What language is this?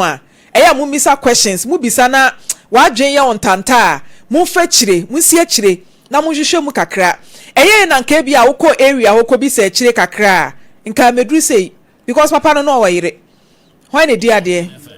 Akan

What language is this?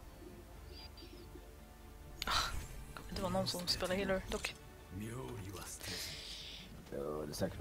Swedish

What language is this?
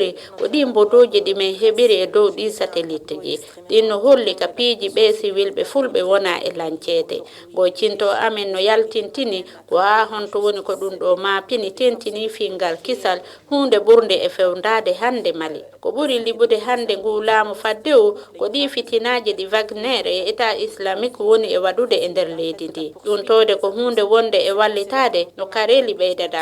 Fula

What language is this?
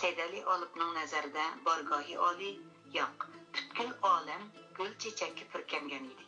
Uyghur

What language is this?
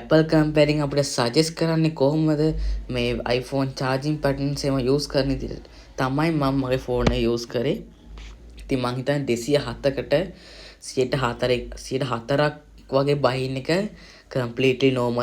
Sinhala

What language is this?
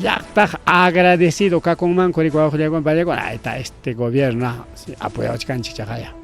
Ayacucho Quechua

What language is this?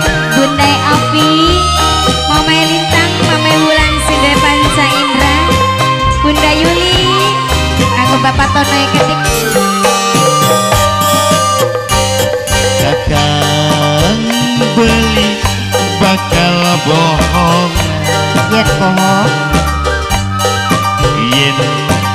Javanese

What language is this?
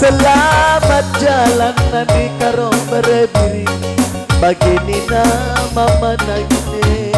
Batak Karo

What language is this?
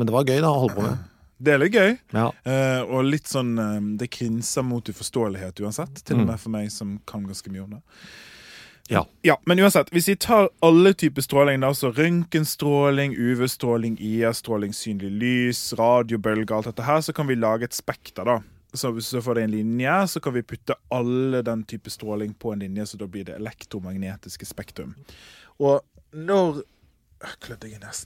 Norwegian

